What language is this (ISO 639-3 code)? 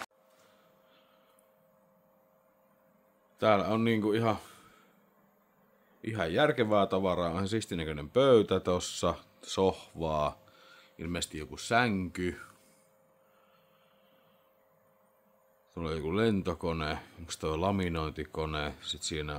fin